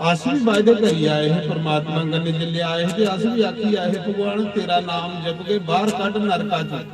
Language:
Dogri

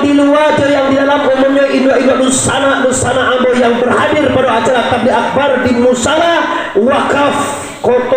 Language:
Minangkabau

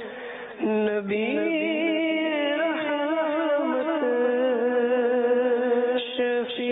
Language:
Bangla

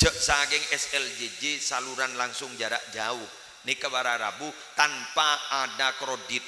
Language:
Madurese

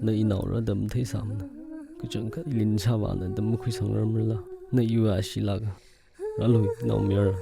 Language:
Tangkhul Naga (India)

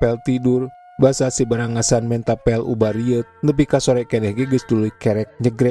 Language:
Sundanese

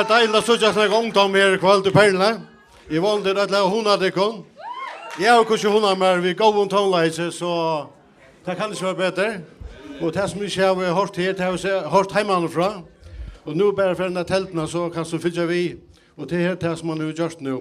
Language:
Faroese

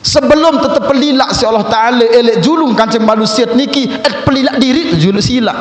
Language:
Sasak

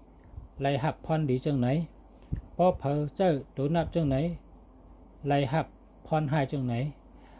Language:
Shan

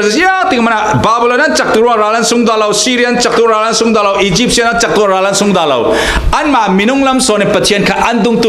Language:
Falam Chin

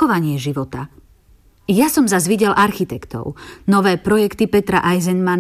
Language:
Slovak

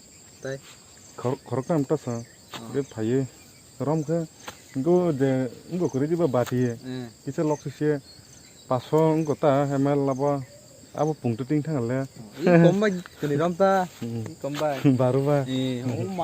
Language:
Kok Borok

